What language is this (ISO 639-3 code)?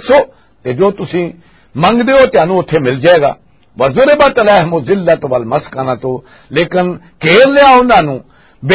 lah